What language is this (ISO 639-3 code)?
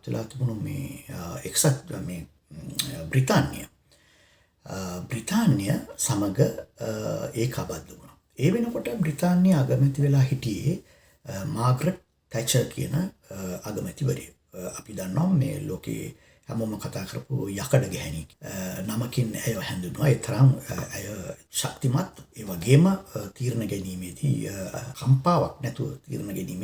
sin